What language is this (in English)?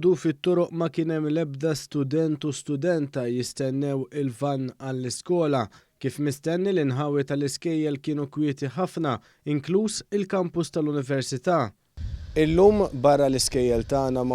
Maltese